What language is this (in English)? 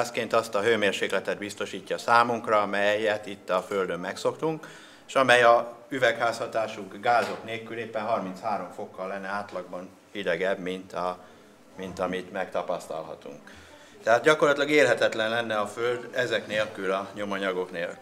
Hungarian